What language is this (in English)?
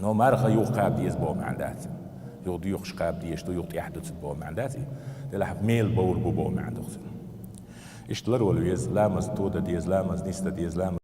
Chechen